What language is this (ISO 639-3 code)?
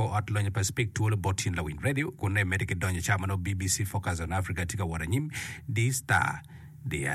ach